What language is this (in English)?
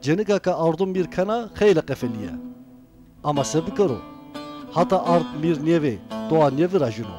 Zaza